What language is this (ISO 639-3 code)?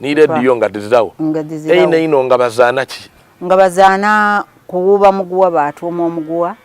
xog